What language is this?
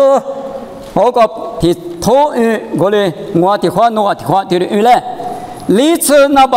Lisu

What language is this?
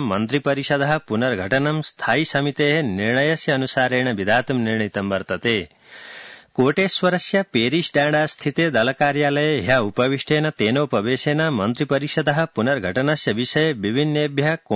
Sanskrit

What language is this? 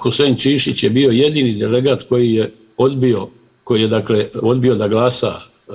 Bosnian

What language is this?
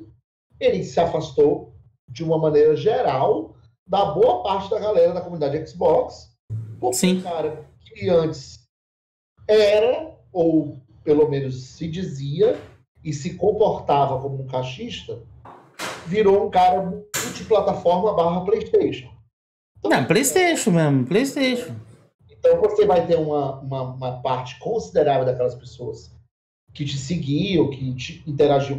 Portuguese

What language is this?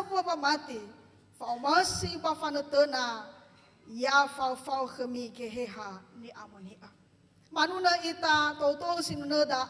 Nias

